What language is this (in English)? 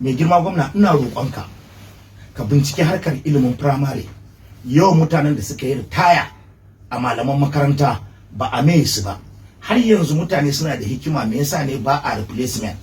Hausa